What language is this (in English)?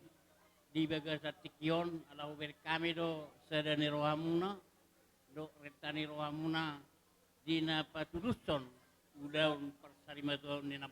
Batak Toba